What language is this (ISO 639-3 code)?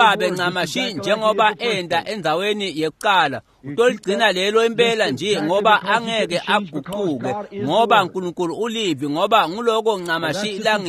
ssw